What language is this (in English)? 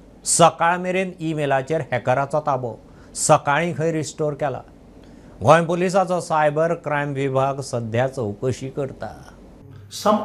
Konkani